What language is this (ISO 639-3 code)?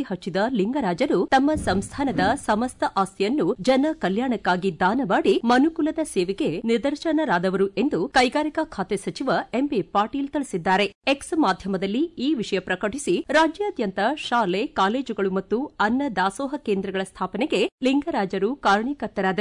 kan